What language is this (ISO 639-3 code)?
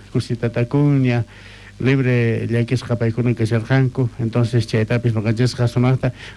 quh